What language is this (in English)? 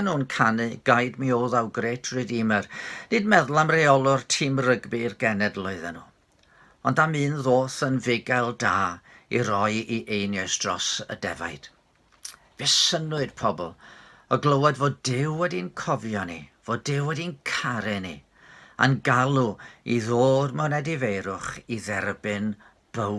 Welsh